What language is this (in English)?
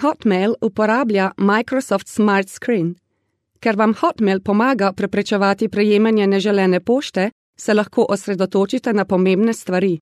Slovenian